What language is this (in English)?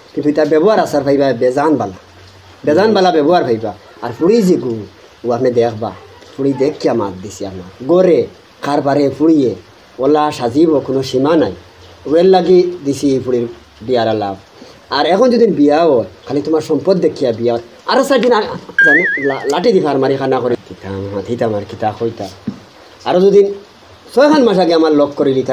Sylheti